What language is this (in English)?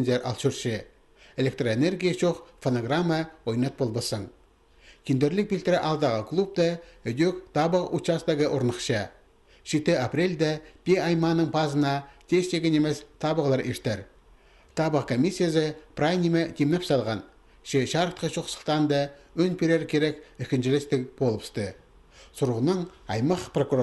Khakas